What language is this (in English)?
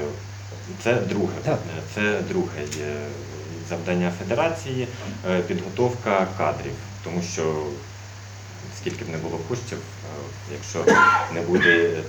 Ukrainian